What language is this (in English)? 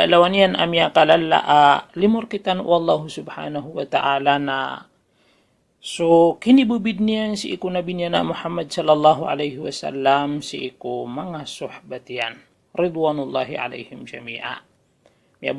Maranao